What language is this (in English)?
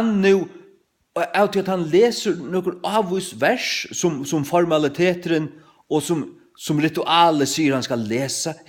Faroese